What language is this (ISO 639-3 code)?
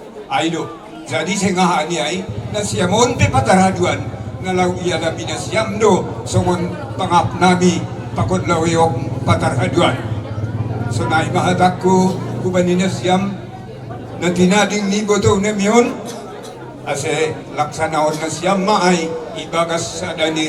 bts